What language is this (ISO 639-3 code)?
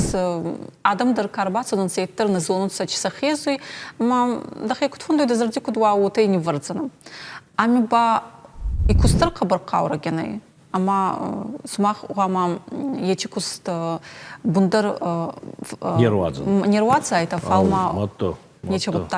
oss